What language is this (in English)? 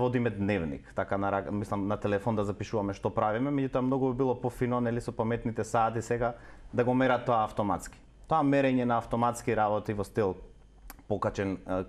Macedonian